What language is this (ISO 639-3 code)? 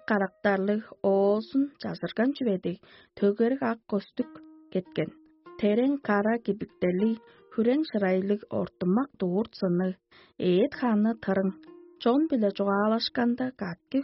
tyv